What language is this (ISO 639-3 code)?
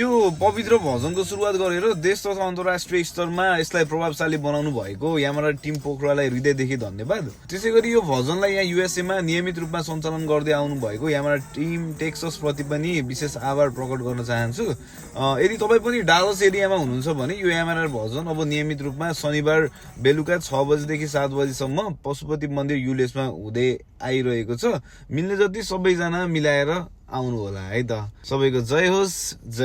nep